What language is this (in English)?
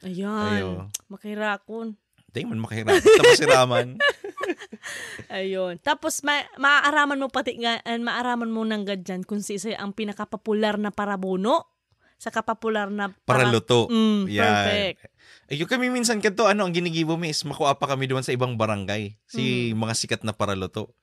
Bikol